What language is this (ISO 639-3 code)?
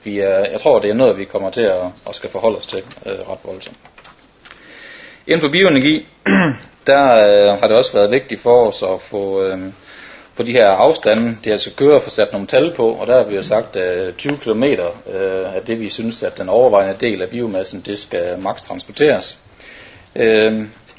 dan